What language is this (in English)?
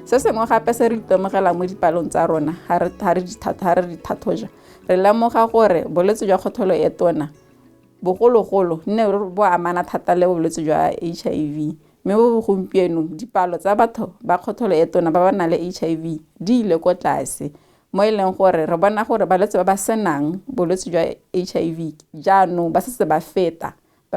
Tswana